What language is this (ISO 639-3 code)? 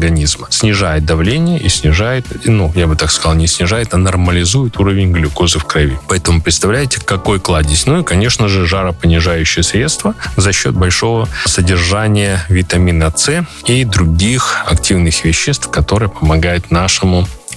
rus